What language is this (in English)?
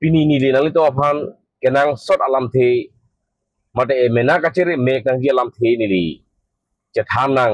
Karbi